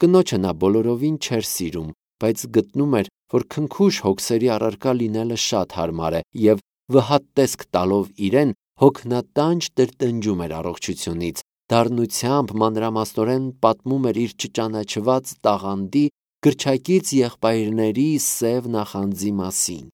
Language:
Armenian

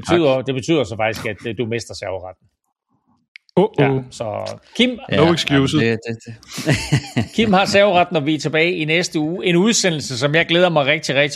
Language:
Danish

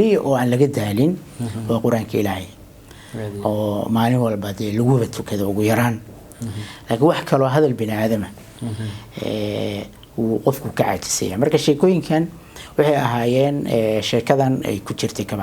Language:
Somali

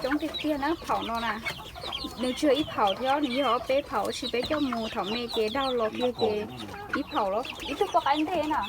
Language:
Hmong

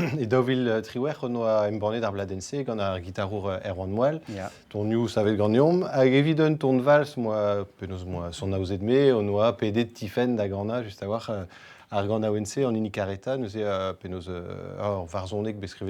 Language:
Breton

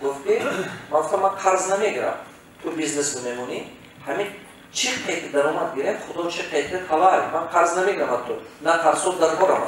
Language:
Tajik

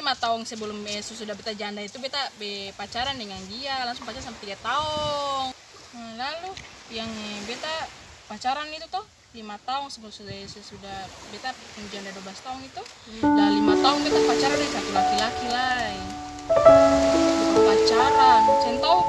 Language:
Ambonese Malay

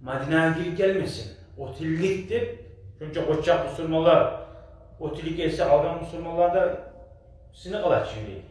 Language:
Kumyk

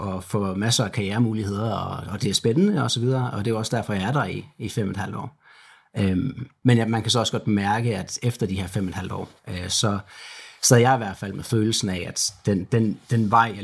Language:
Danish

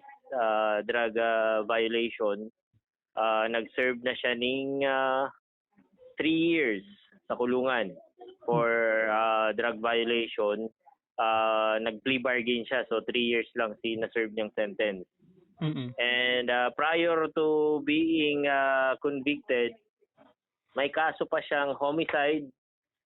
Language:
Bikol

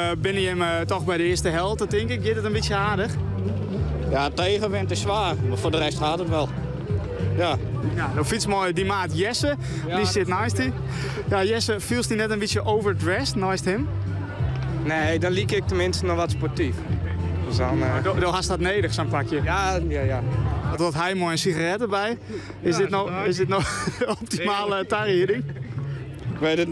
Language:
Western Frisian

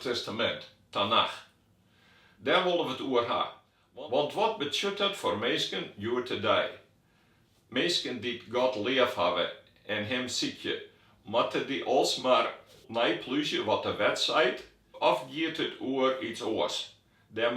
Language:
Western Frisian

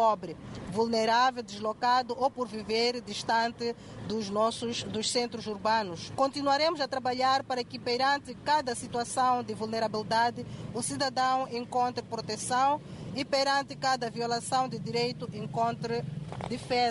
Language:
Portuguese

